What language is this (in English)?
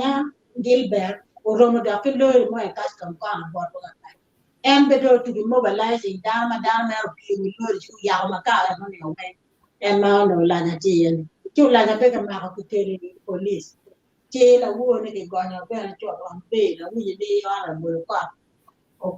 Acoli